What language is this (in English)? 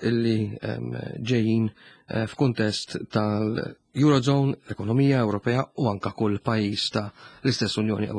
Maltese